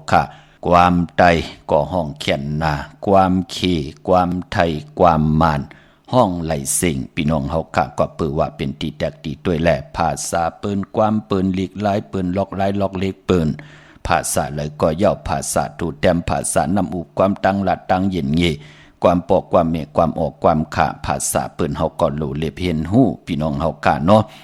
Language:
Shan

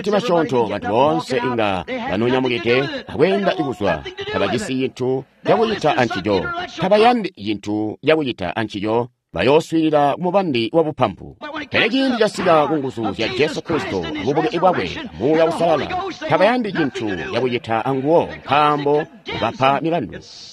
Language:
Tonga (Zambia)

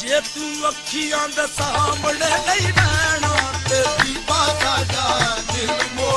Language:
Punjabi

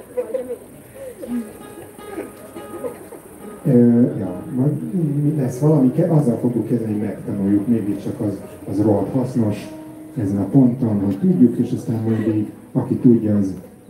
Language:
Hungarian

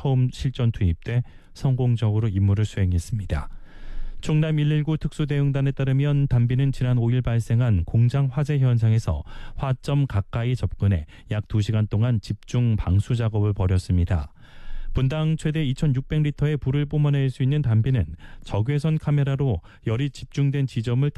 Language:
Korean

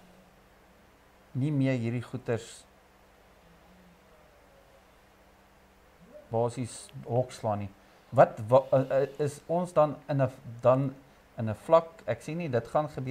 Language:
Afrikaans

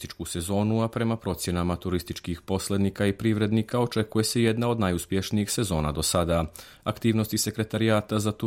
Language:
Serbian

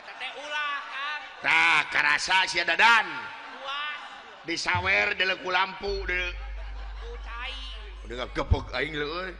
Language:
Sundanese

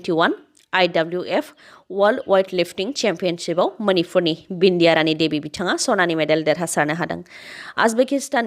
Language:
Bodo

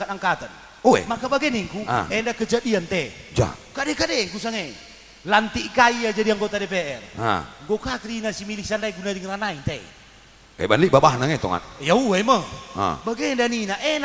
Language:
Batak Karo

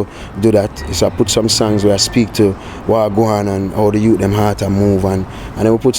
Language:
Jamaican Creole English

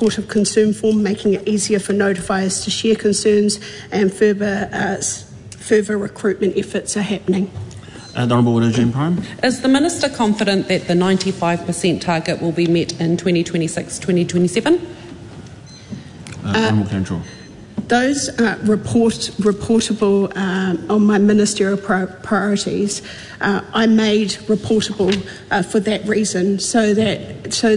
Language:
English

